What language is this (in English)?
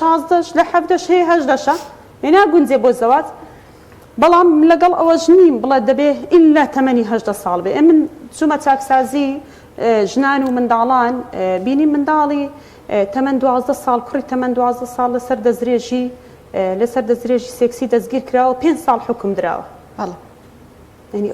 Central Kurdish